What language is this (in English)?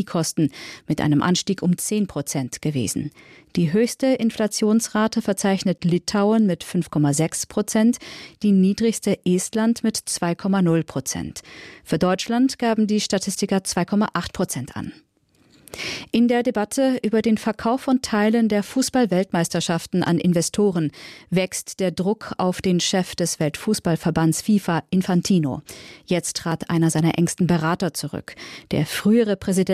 German